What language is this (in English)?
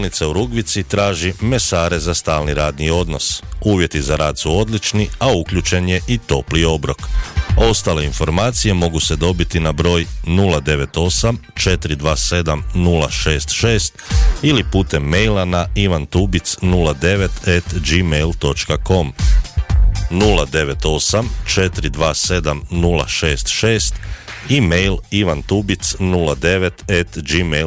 Croatian